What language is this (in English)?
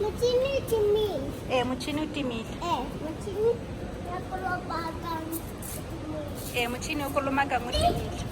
Tswana